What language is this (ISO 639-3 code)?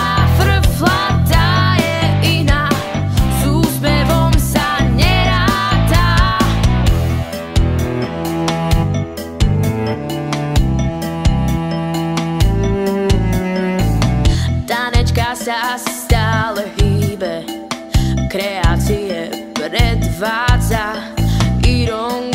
slk